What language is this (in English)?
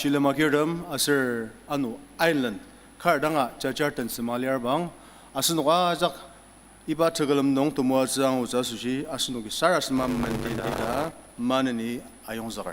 Ao Naga